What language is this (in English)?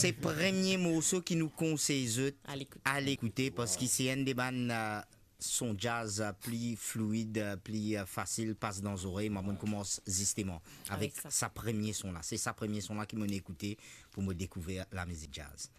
Morisyen